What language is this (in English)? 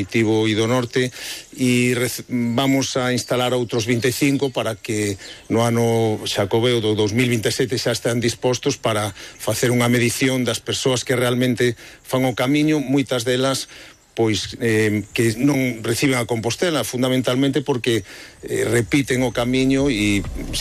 Galician